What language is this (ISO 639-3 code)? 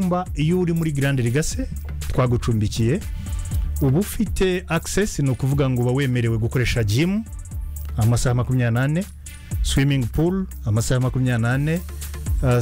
kin